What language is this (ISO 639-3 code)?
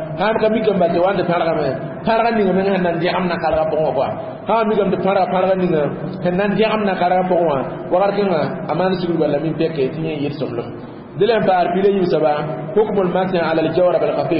mos